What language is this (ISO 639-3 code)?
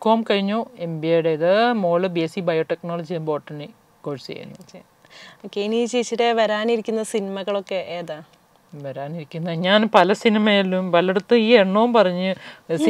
mal